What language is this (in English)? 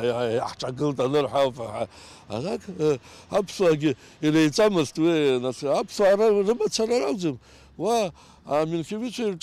Abkhazian